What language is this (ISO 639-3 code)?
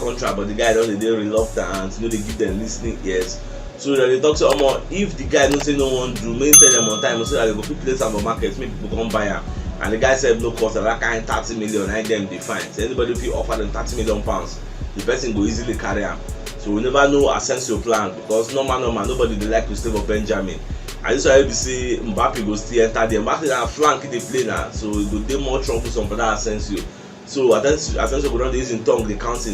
pcm